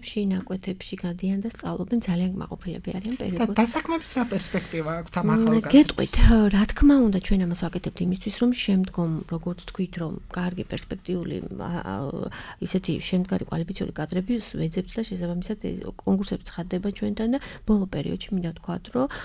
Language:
Georgian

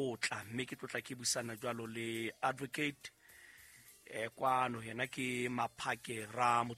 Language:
Southern Sotho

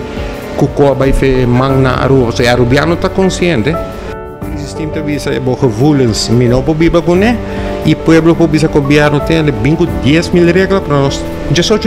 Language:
Papiamento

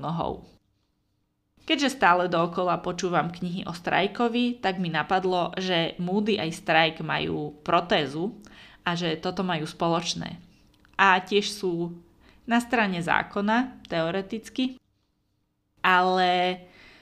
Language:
Slovak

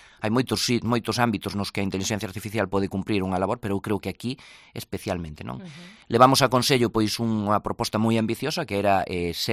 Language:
Galician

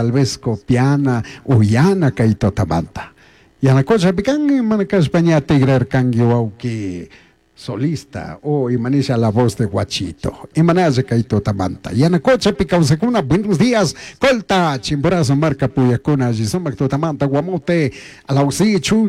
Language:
Chimborazo Highland Quichua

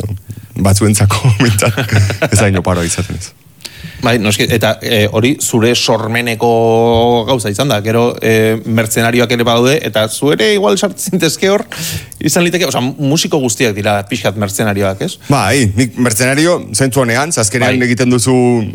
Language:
Basque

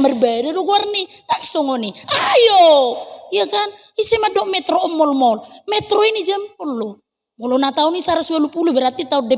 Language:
Batak Toba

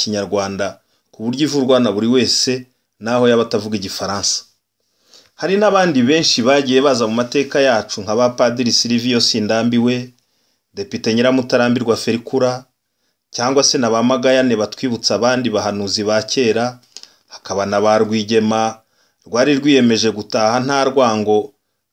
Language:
Kinyarwanda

